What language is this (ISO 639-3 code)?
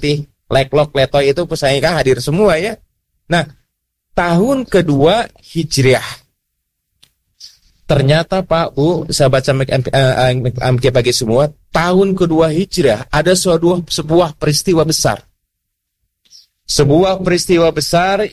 ind